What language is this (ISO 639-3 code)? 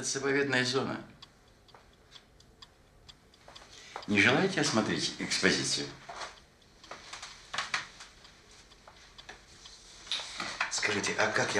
rus